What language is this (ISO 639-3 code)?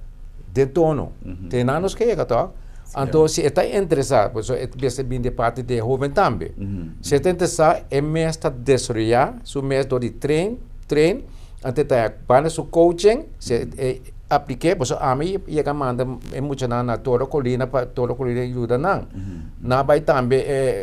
pap